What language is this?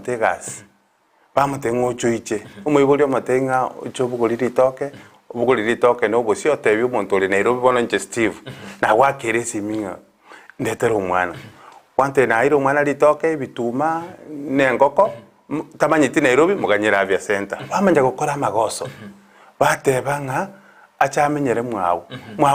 Gusii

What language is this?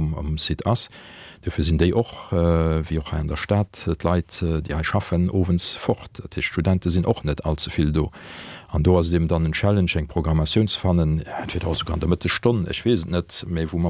Luxembourgish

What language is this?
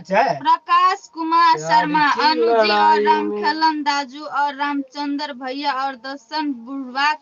Maithili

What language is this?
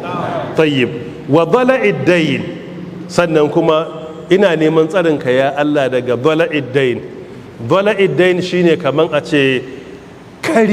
Hausa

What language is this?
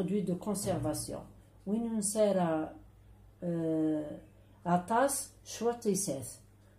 Kabyle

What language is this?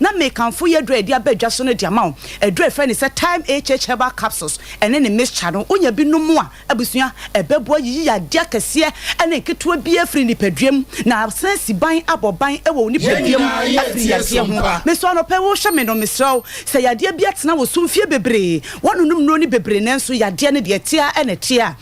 Akan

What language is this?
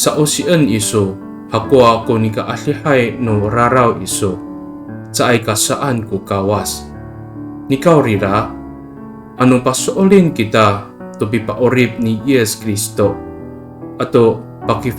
Amis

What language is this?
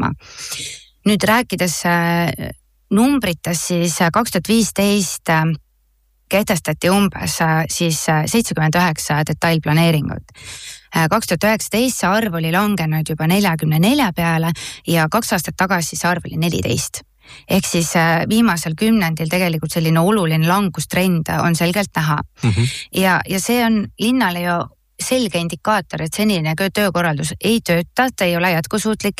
Estonian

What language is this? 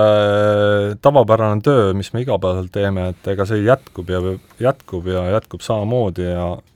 Estonian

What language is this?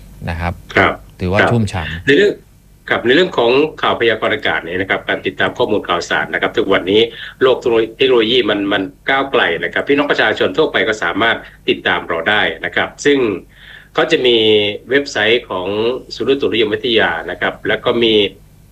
Thai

